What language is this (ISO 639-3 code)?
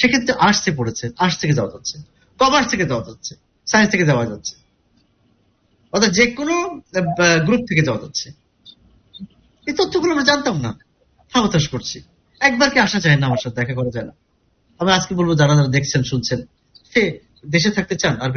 ben